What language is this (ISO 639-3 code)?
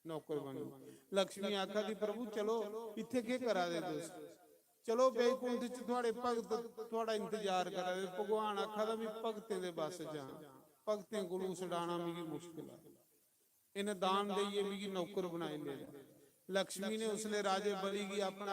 doi